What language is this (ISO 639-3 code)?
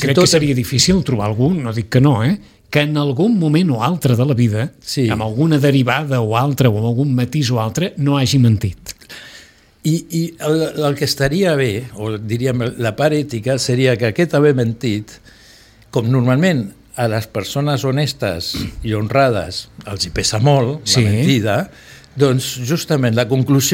cat